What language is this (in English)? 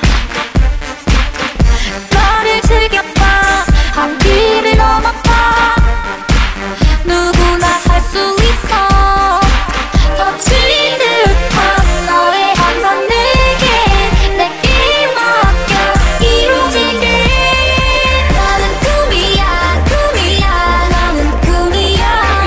Korean